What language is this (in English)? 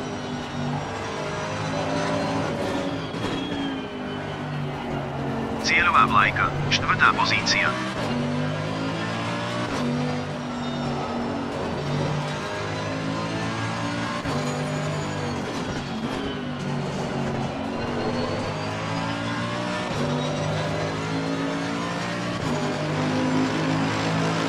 Slovak